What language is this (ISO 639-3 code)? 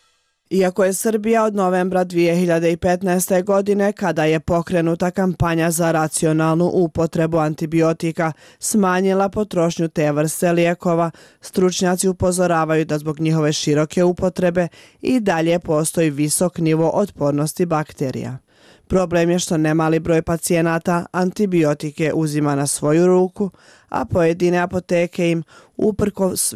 bos